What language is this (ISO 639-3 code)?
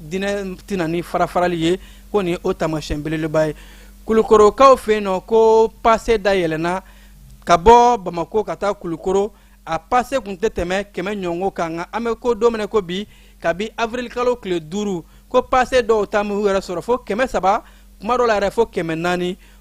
bam